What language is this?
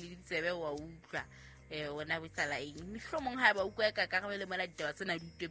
Southern Sotho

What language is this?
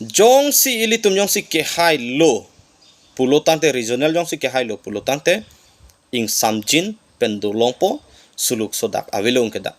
Karbi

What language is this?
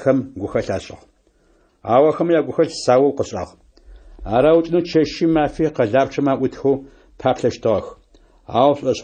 Adyghe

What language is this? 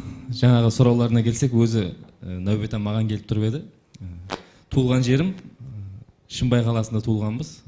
Kara-Kalpak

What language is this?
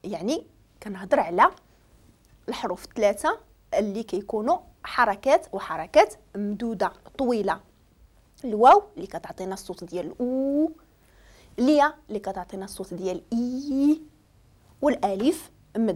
Moroccan Arabic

